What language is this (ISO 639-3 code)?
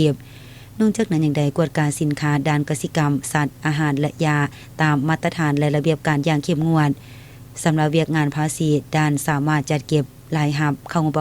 lao